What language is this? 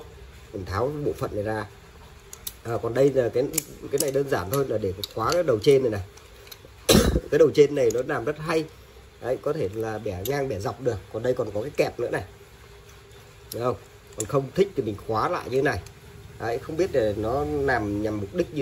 Vietnamese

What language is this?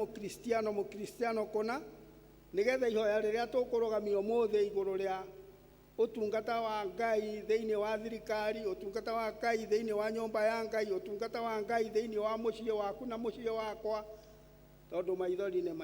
Kikuyu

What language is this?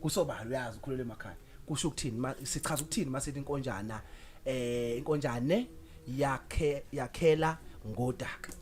Zulu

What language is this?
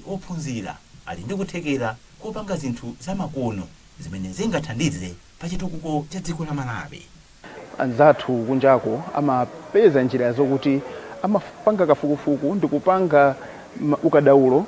Nyanja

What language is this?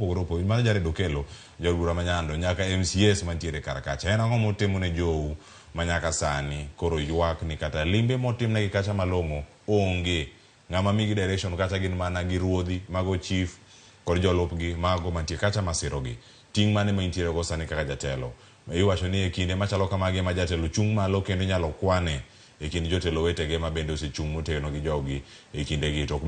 Luo (Kenya and Tanzania)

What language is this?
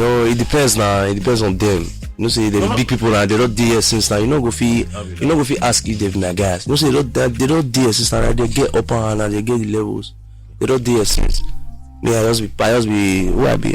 Nigerian Pidgin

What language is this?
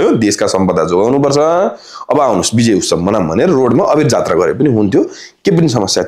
Nepali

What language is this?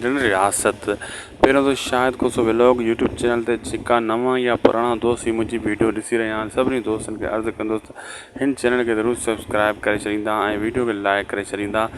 Sindhi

